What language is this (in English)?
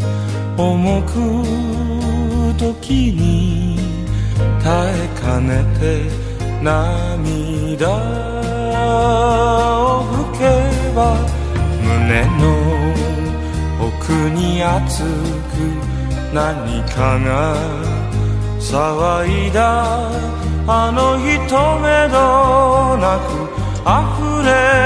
Japanese